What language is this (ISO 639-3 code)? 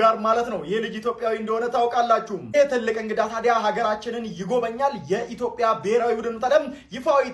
amh